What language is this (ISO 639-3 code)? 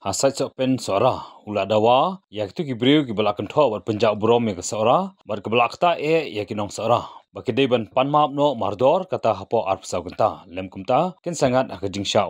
kha